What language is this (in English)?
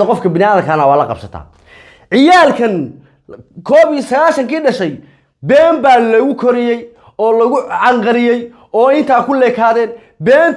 Somali